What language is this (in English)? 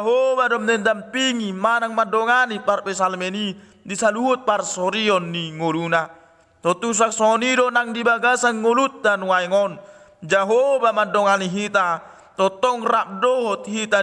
Batak Toba